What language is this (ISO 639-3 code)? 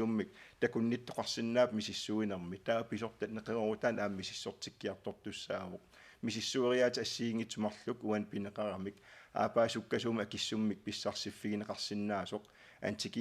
kal